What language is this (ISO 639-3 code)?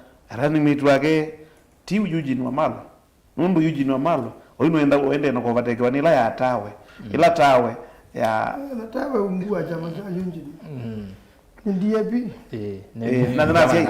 kam